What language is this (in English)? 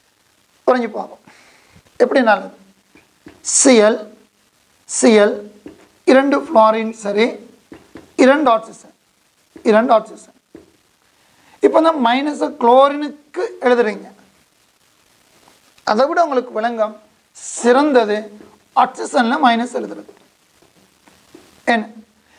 Tamil